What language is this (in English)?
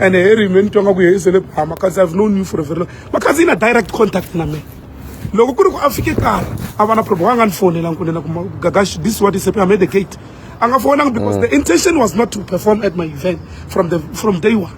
Tsonga